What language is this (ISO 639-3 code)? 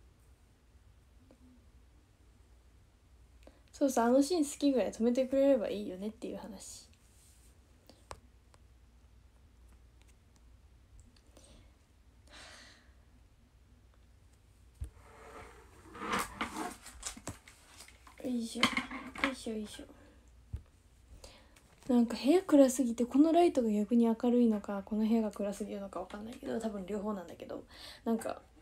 jpn